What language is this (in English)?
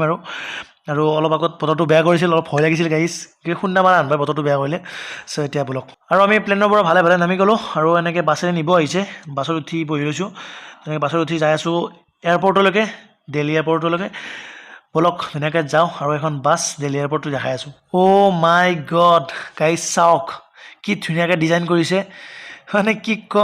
Assamese